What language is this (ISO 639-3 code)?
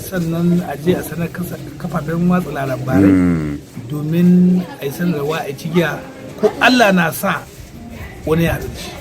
hau